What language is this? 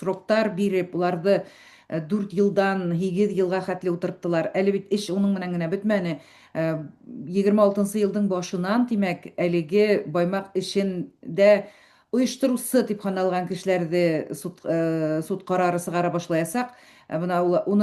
Bashkir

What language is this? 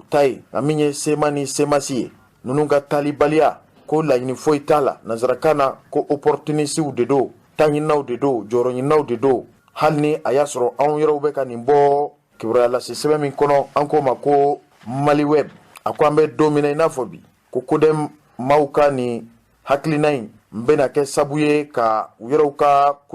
Bambara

